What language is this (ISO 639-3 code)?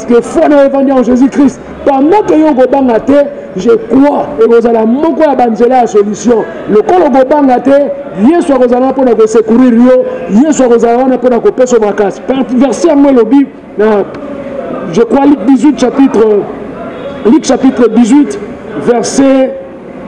lin